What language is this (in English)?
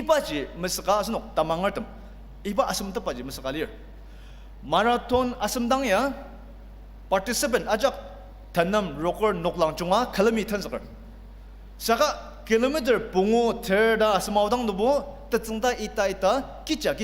Ao Naga